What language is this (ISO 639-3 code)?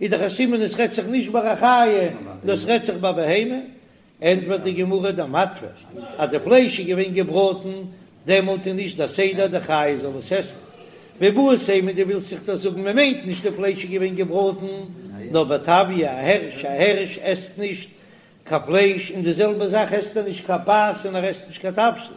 yid